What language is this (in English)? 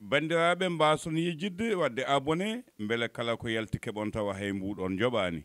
Fula